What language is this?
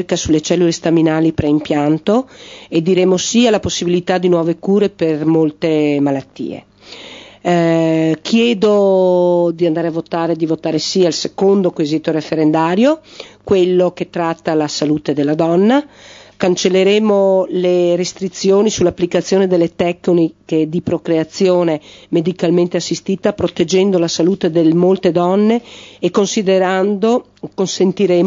Italian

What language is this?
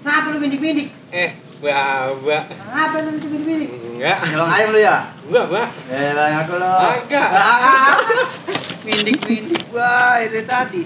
Betawi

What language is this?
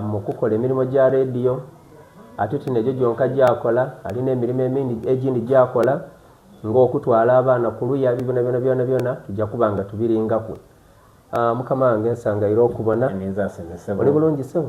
Soga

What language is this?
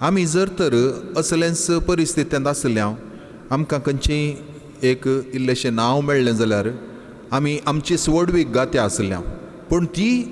Konkani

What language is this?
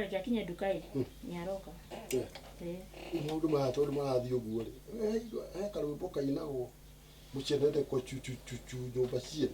Kikuyu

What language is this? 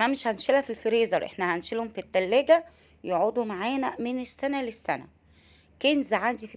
Egyptian Arabic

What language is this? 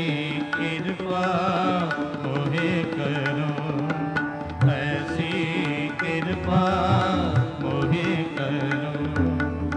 Punjabi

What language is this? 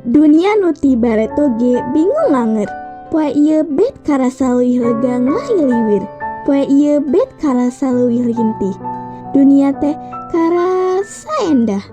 Sundanese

